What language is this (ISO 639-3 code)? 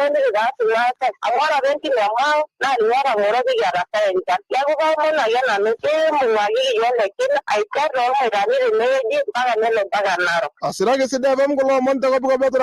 mas